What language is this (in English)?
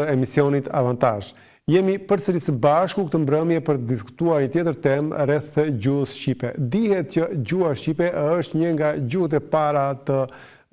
Albanian